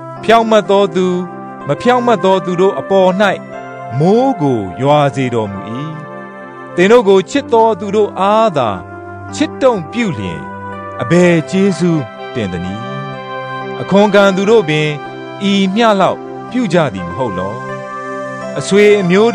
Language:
Burmese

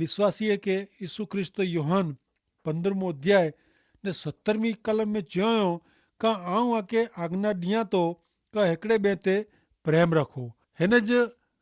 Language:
Kachhi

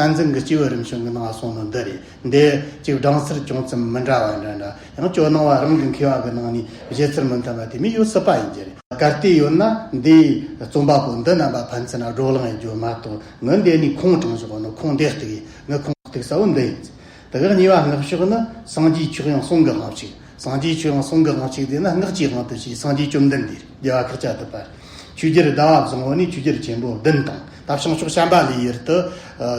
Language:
Tibetan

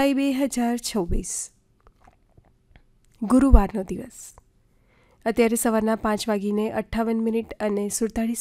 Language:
Gujarati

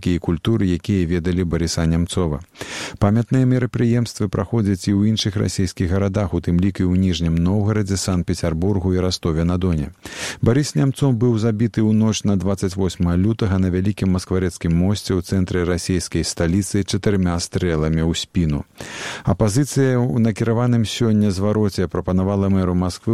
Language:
Belarusian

